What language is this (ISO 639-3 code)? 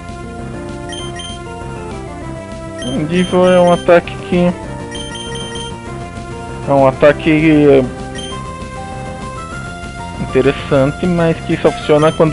por